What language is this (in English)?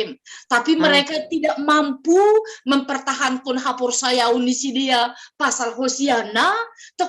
Batak Simalungun